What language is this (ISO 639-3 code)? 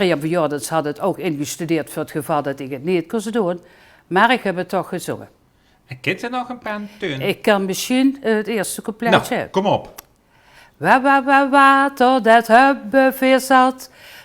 lim